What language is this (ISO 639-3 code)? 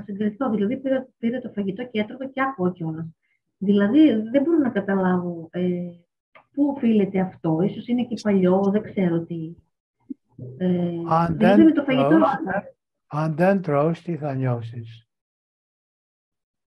ell